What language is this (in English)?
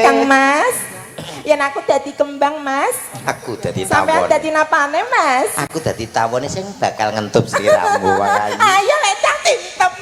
Javanese